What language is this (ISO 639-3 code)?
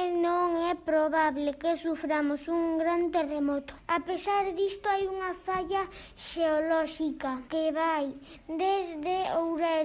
glg